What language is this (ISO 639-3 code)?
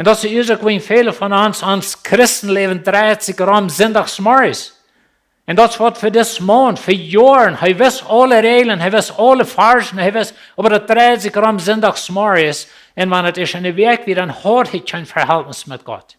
pdt